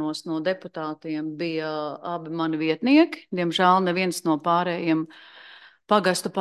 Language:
Latvian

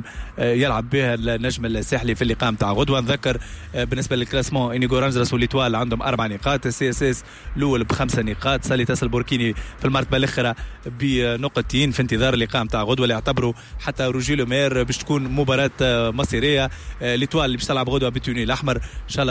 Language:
Tunisian Arabic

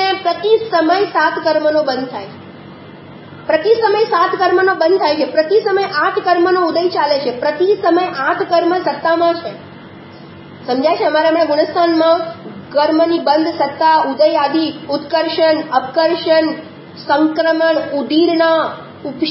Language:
Gujarati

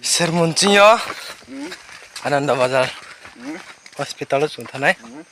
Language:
Riang (India)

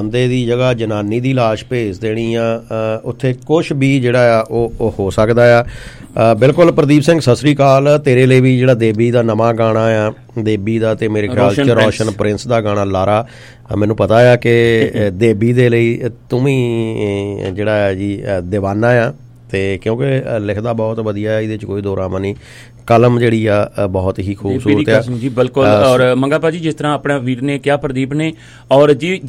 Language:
Punjabi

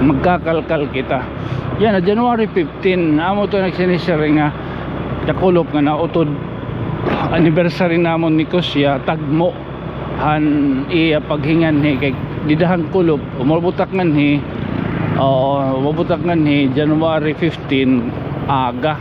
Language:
Waray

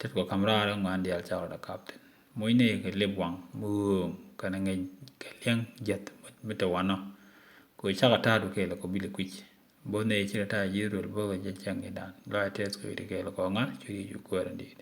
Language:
Nuer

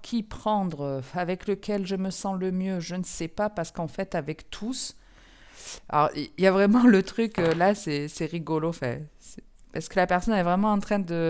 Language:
French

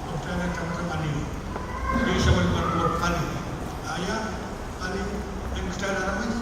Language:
Pohnpeian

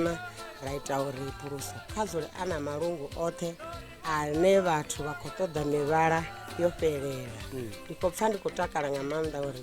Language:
Venda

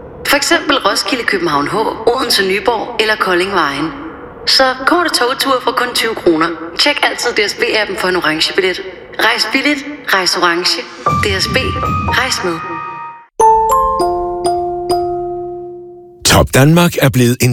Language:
Danish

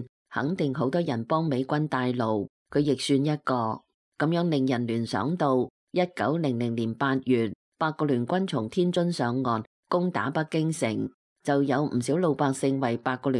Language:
Cantonese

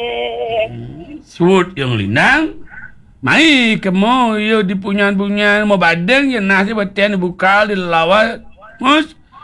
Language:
Balinese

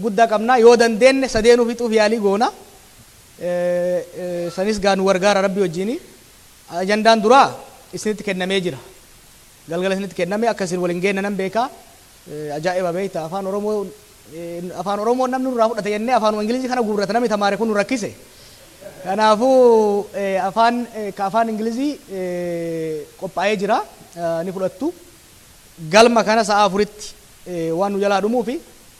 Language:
Oromo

